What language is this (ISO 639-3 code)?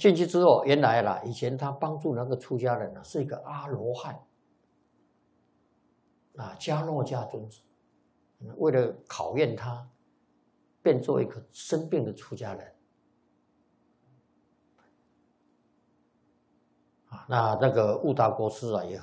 zho